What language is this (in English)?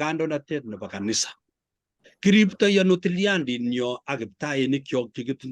Kalenjin